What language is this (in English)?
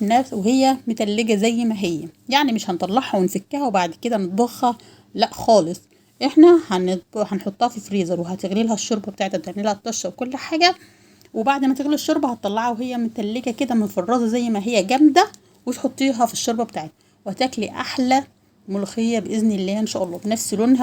Egyptian Arabic